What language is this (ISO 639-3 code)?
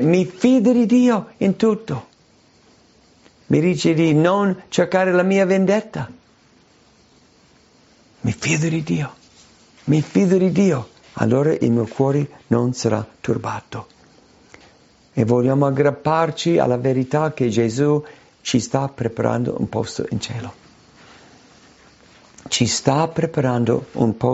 ita